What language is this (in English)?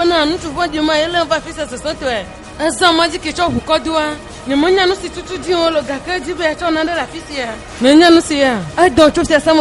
Ewe